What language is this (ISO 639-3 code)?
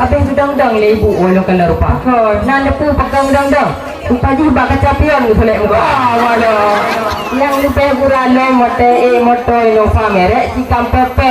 ace